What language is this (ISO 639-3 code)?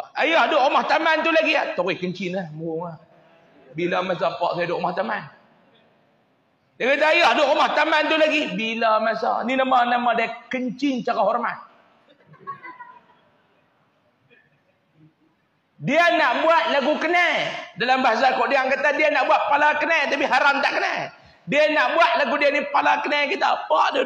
msa